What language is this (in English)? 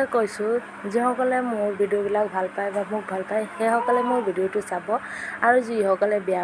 Assamese